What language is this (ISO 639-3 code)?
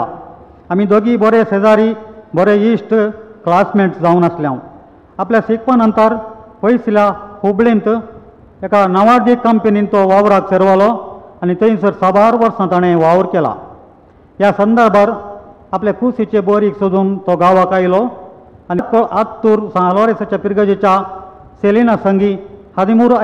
kok